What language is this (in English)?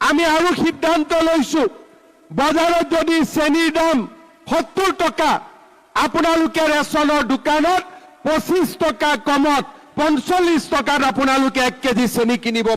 Assamese